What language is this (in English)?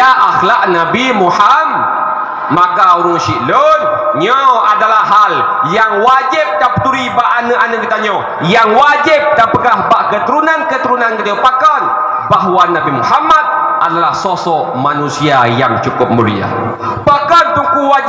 Achinese